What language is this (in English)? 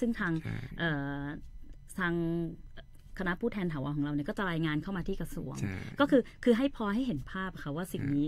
Thai